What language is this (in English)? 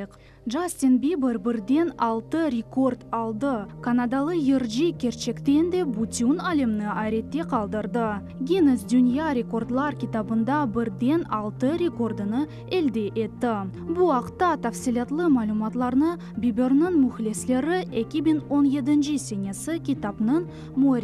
Crimean Tatar